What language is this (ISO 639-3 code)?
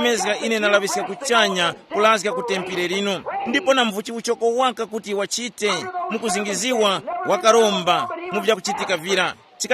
tum